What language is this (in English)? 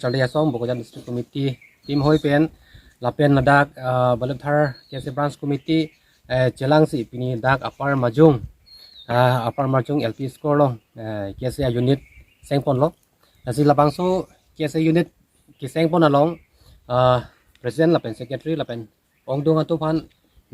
Karbi